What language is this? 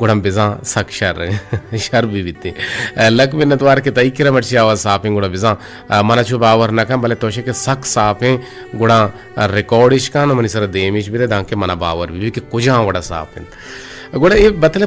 Eastern Balochi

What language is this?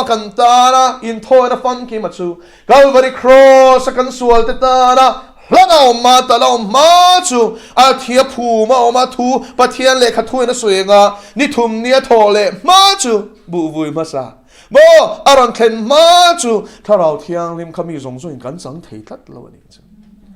Mizo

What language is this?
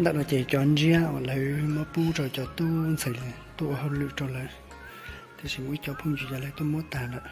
Hmong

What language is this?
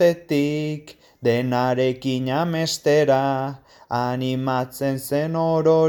Basque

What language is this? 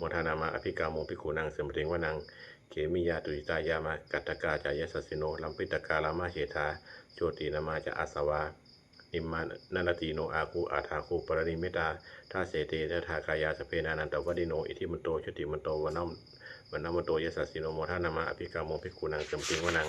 Pali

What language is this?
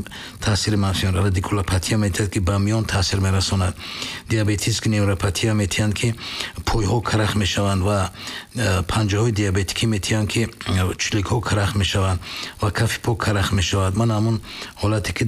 Tajik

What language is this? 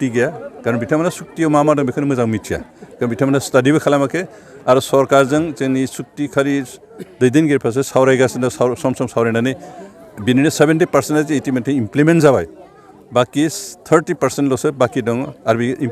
Bodo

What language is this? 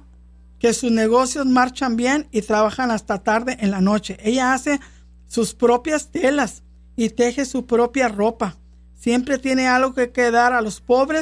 Spanish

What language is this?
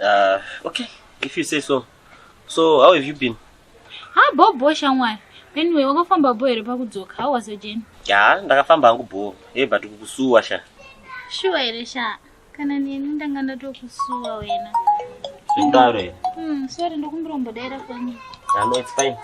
Shona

